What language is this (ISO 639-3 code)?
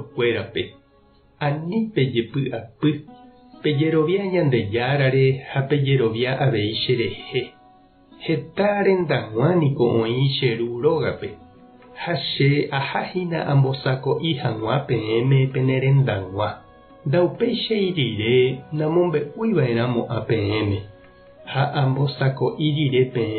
grn